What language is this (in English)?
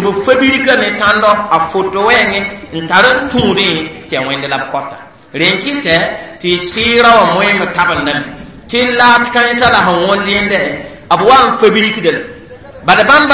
Mossi